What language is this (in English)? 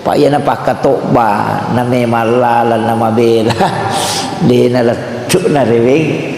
Buginese